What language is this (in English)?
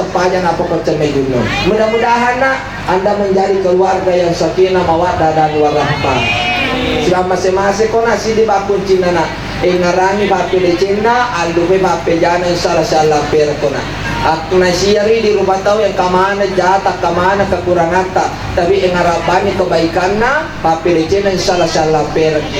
Buginese